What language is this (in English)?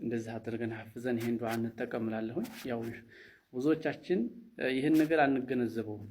Amharic